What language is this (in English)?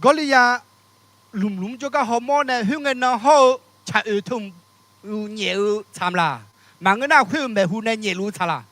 Akha